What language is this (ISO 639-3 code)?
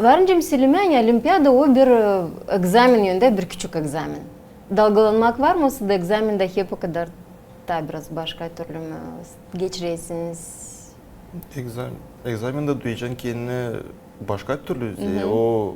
gag